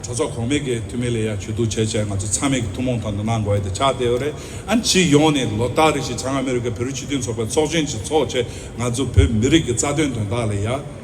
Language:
Tibetan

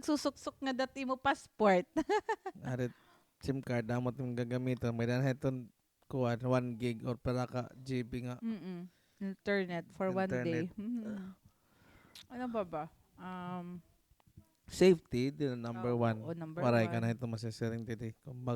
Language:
Waray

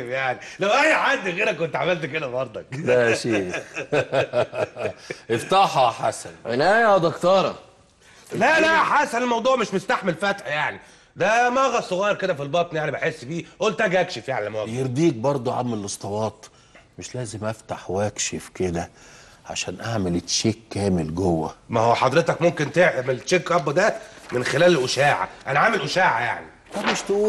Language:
Egyptian Arabic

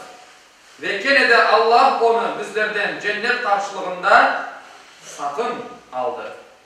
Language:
Crimean Tatar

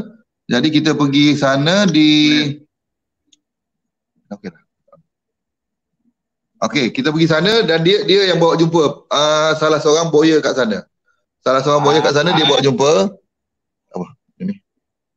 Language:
Malay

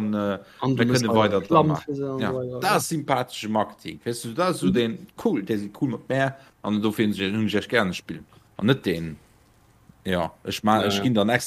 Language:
Luxembourgish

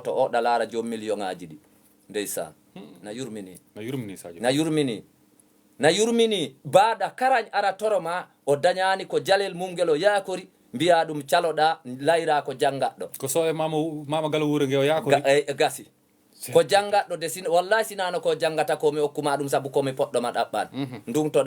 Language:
Fula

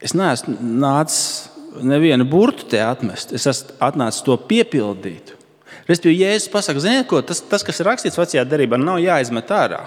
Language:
Latvian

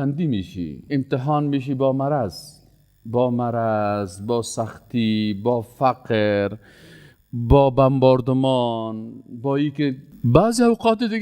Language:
Persian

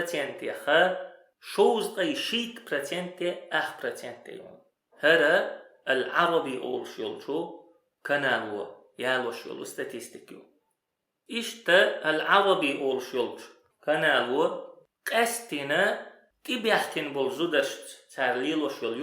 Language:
Chechen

